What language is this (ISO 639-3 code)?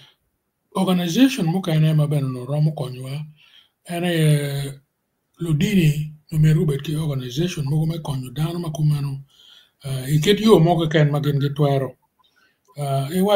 ach